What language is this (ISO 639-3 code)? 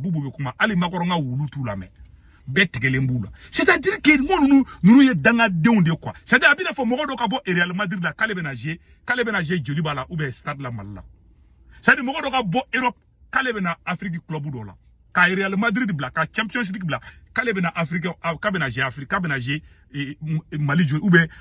bam